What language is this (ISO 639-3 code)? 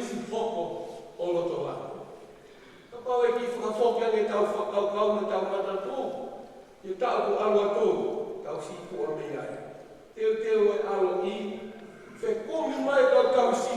ton